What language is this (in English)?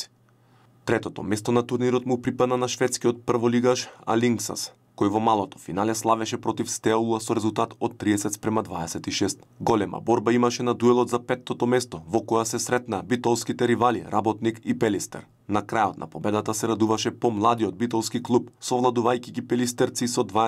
Macedonian